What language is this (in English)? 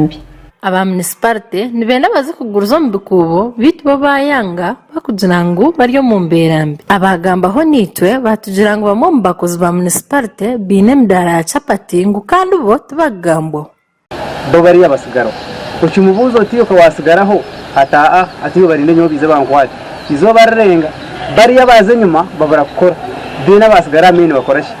Nyankole